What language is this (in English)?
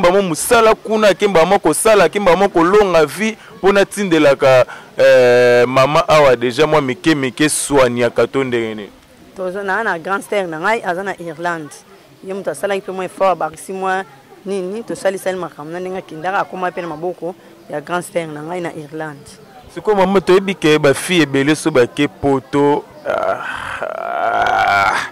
Lingala